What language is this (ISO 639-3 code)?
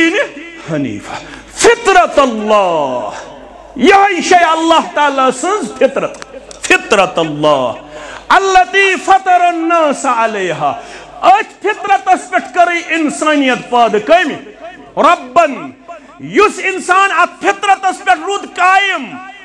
kas